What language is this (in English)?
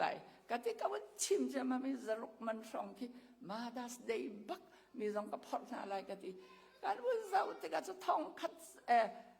Hakha Chin